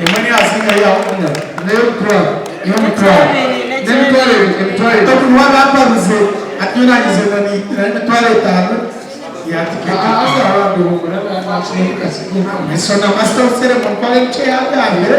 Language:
Nyankole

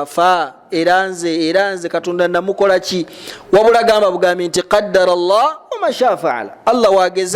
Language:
Ganda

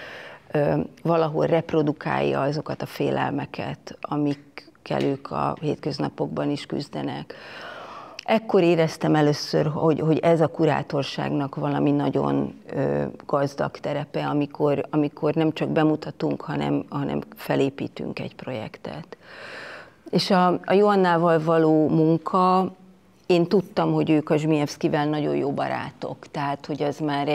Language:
Hungarian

